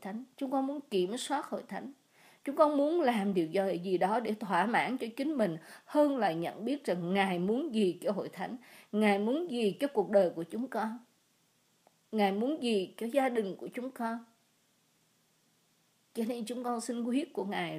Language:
Vietnamese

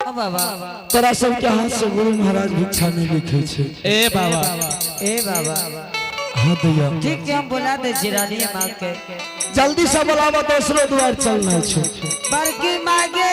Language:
Angika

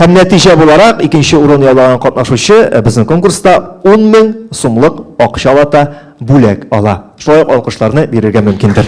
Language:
Tatar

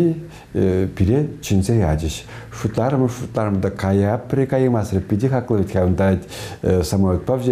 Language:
Chuvash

